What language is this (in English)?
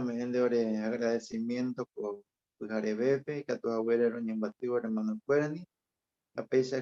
Guarani